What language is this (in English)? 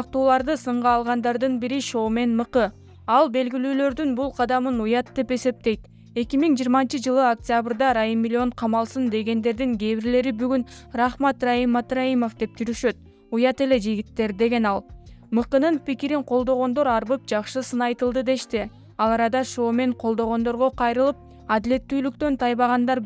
Kyrgyz